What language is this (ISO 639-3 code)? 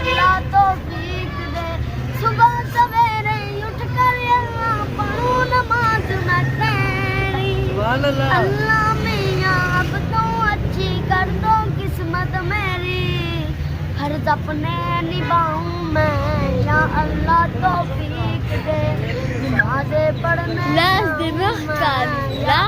phr